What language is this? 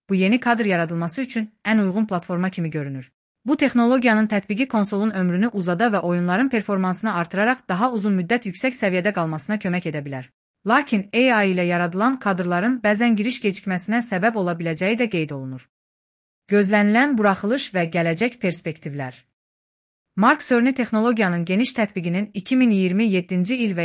Azerbaijani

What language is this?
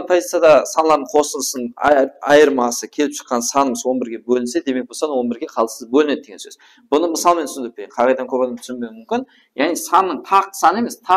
Kara-Kalpak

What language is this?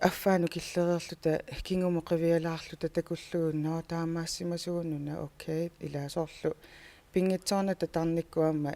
Kalaallisut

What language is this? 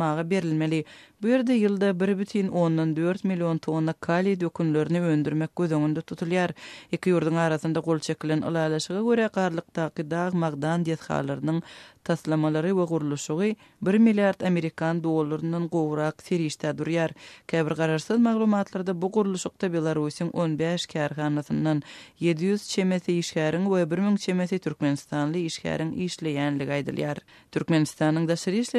Turkmen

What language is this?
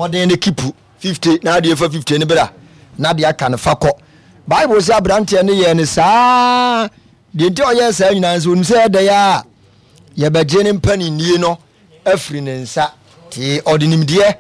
Akan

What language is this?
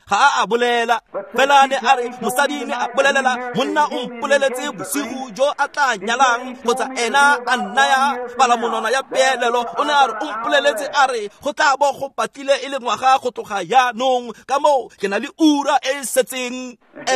Tswana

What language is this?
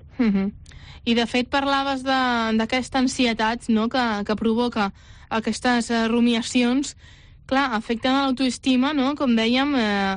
Catalan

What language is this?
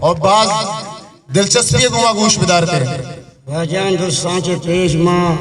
Eastern Balochi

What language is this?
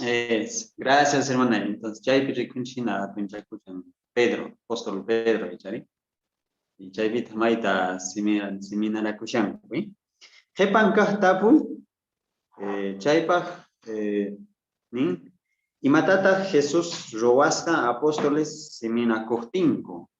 South Bolivian Quechua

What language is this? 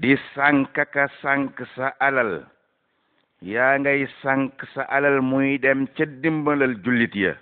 Wolof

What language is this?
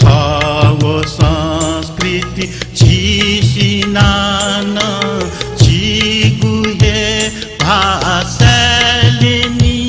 Newari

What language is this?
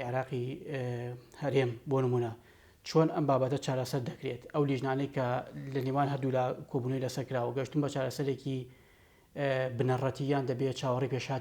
Central Kurdish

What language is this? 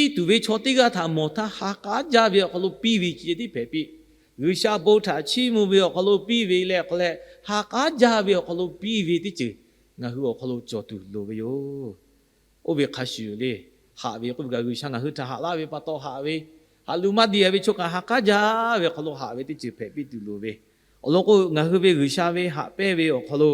Lahu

